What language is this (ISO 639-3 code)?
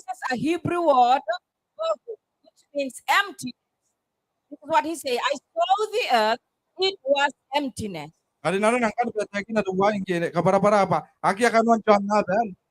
gil